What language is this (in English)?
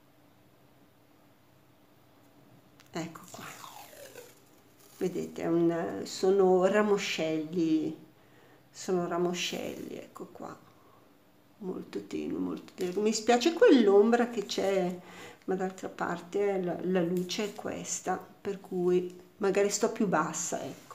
Italian